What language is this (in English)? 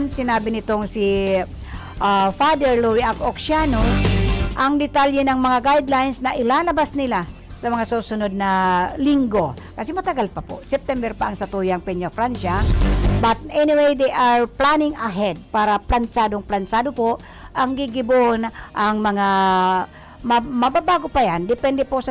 Bikol